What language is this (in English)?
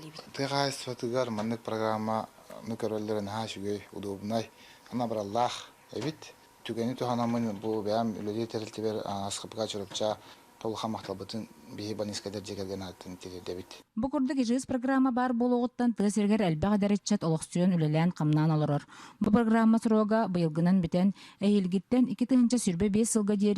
Yakut